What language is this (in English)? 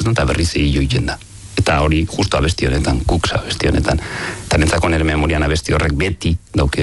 Basque